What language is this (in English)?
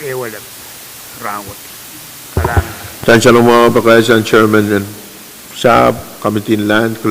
Pohnpeian